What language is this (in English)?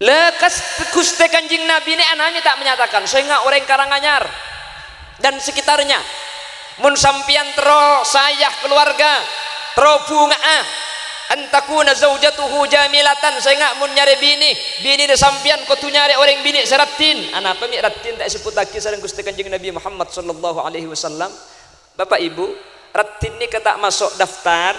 Madurese